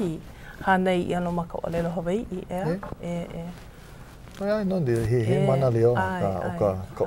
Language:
Hawaiian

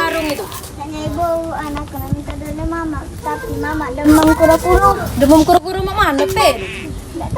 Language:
Musi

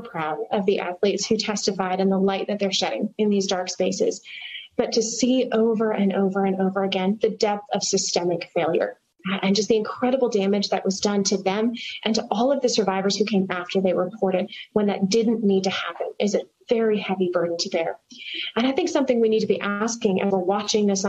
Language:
English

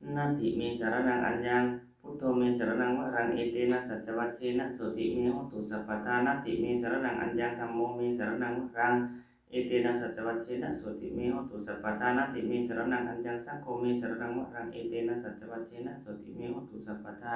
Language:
Pali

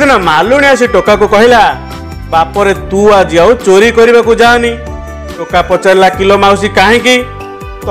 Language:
Odia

